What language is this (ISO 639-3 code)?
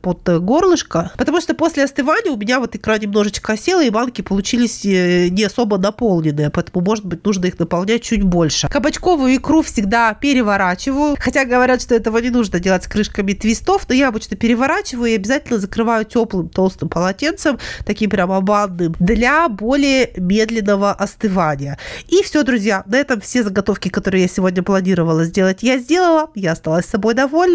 rus